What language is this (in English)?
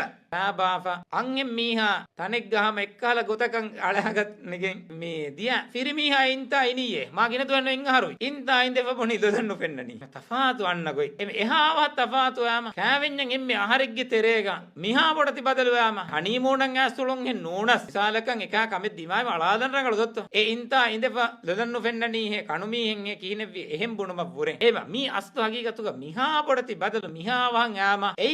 Divehi